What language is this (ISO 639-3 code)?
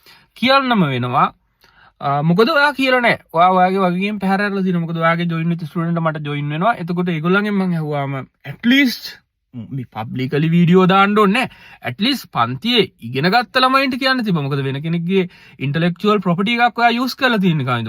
sin